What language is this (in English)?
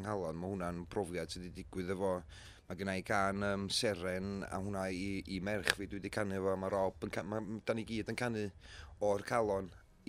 Welsh